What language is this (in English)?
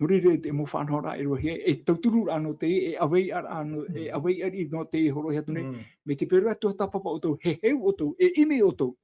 Tahitian